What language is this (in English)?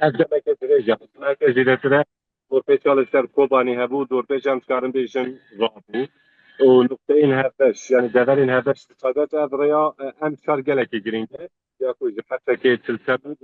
Kurdish